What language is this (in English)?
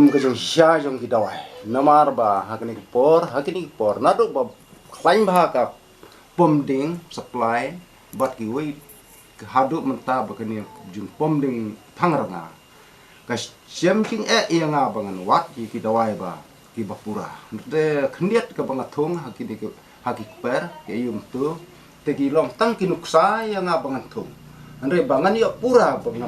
Khasi